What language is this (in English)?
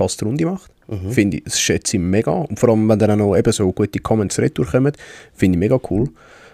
Swiss German